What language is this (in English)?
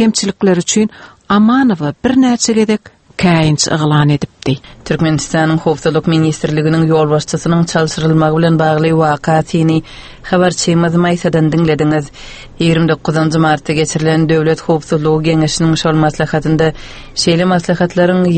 Turkmen